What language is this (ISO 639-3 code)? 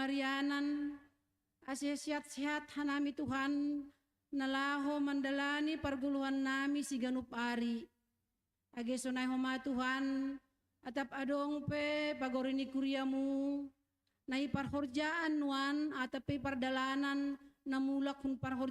bts